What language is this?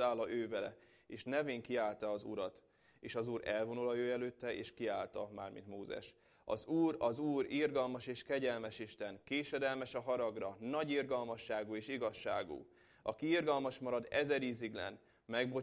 Hungarian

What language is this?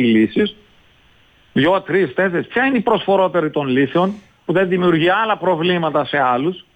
Greek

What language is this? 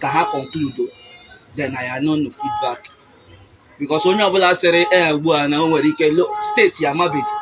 Igbo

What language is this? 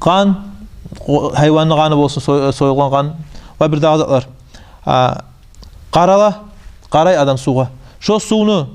Kumyk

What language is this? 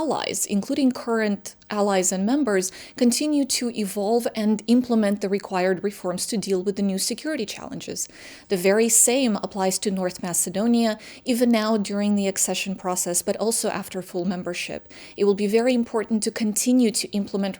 English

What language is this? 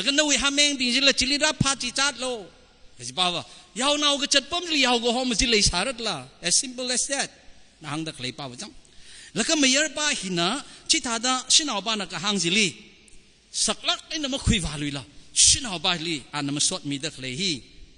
Tangkhul Naga (India)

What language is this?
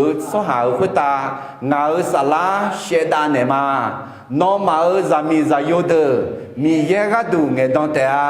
Akha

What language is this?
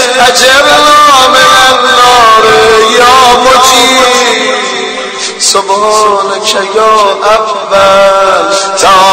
Persian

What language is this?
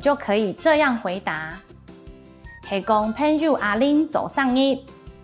Hakka Chinese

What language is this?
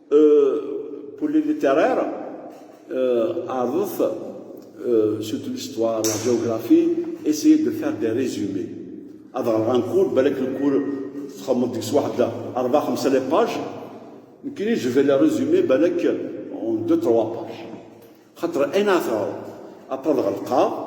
Kabyle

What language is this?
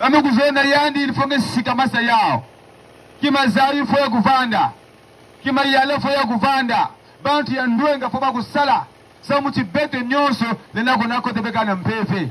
Kituba (Democratic Republic of Congo)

